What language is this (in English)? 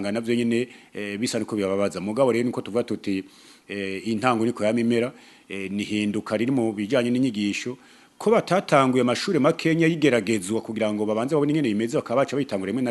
Rundi